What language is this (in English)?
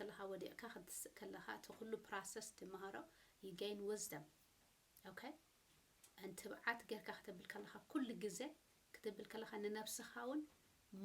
Tigrinya